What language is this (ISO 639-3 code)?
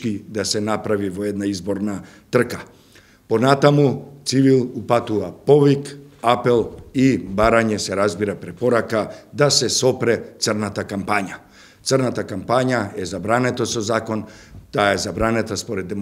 mkd